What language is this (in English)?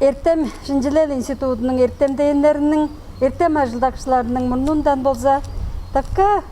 Tuvinian